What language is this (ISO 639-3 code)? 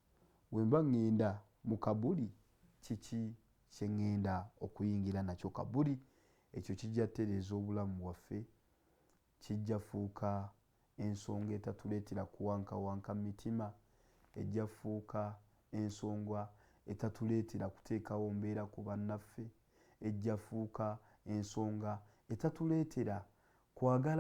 lug